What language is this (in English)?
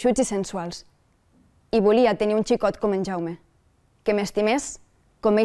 Catalan